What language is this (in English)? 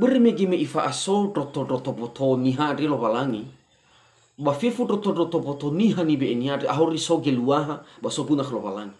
Nias